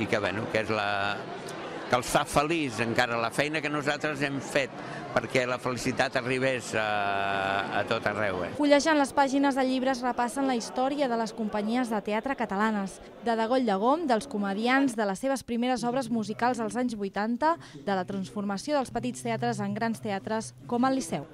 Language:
Catalan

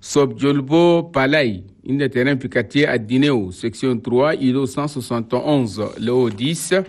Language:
Chadian Arabic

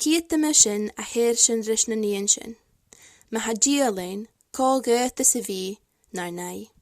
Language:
Scottish Gaelic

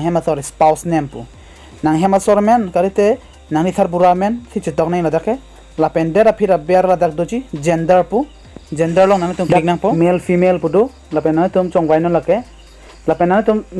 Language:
Karbi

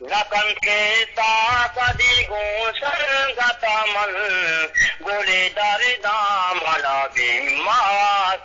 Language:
Eastern Balochi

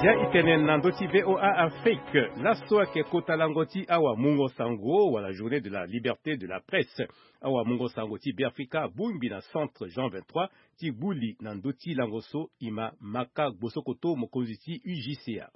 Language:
Sango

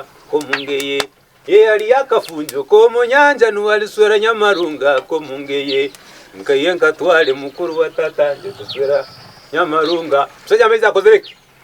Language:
Tooro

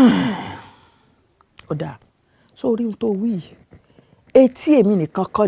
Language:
Yoruba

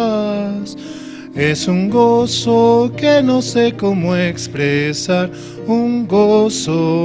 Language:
Aymara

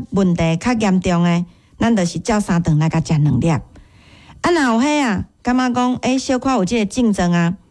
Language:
Min Nan Chinese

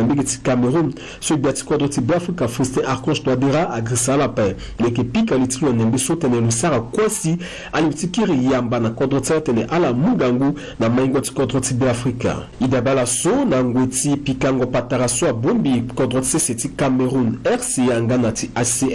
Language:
Sango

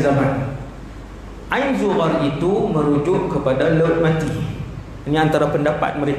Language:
Malay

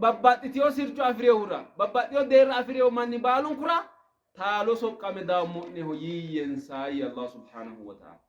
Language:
Sidamo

